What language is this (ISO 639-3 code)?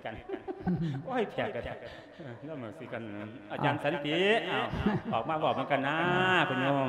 lao